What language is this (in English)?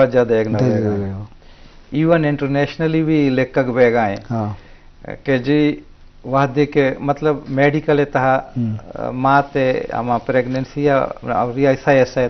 Baluchi